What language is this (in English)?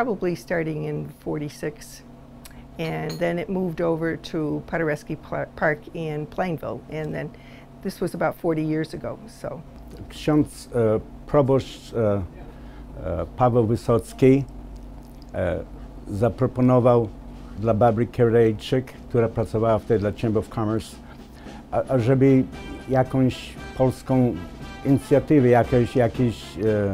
Polish